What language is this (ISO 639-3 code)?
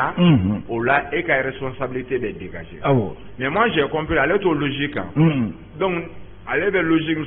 bam